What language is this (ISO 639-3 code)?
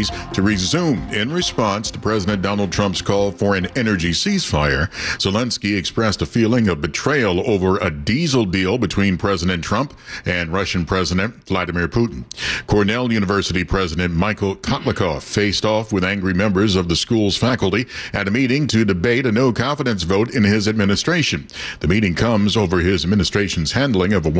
eng